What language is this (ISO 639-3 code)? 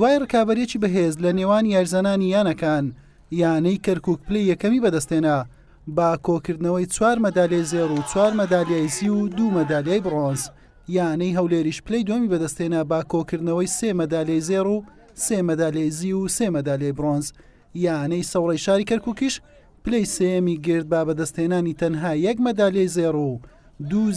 ckb